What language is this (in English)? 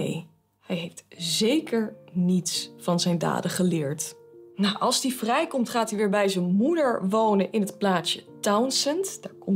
Dutch